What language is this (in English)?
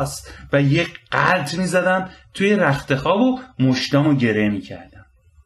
Persian